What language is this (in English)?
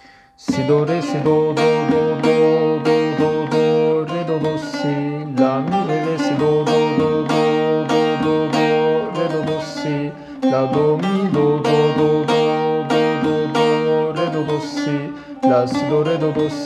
Turkish